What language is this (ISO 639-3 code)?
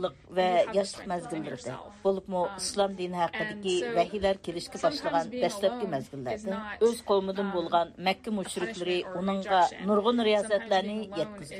uig